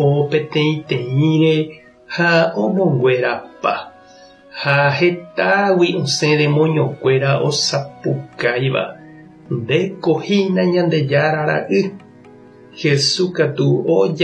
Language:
Guarani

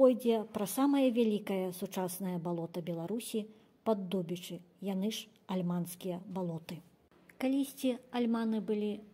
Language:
Belarusian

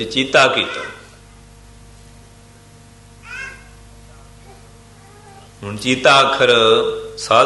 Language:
Punjabi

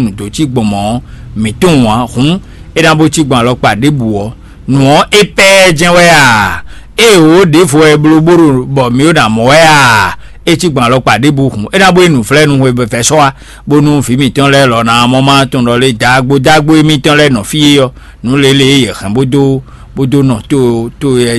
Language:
Fon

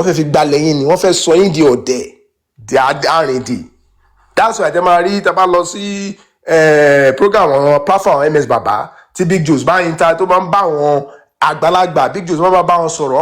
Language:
Yoruba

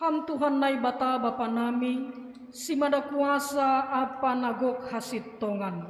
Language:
Batak Simalungun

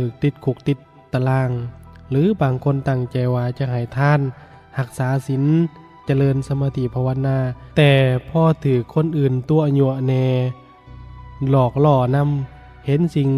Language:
Lao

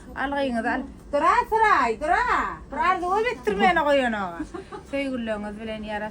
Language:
Turkmen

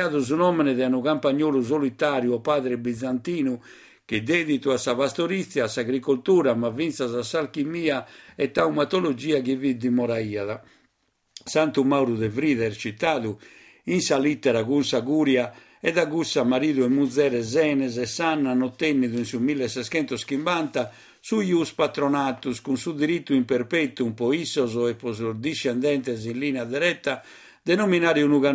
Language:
Sardinian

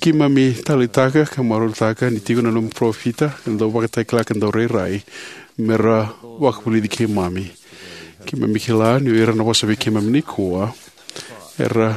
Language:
Fijian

